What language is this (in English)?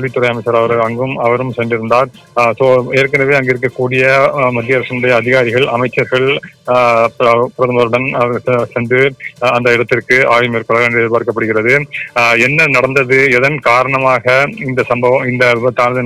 Tamil